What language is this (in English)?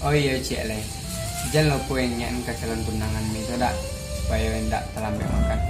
Minangkabau